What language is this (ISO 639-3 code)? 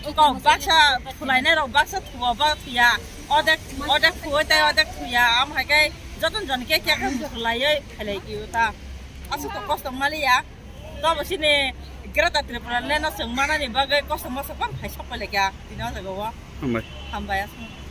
trp